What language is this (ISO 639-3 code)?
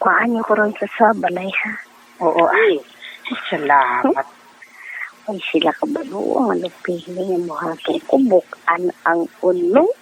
hil